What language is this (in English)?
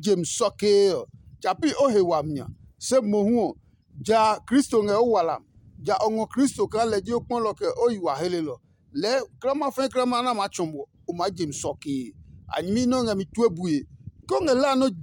Adangme